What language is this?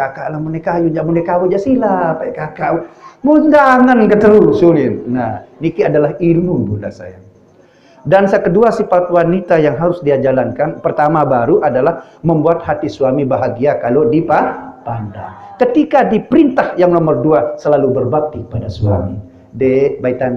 Sasak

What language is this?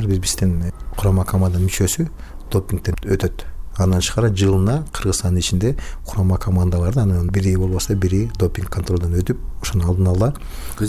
Kyrgyz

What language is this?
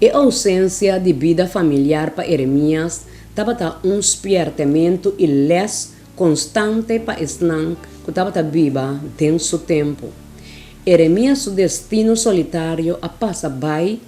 Papiamento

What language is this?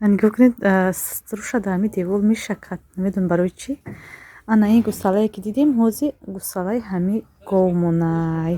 Tajik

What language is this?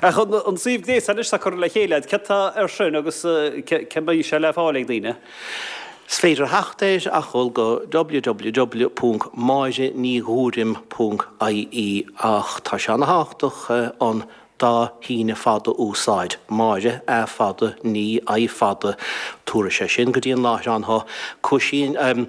Irish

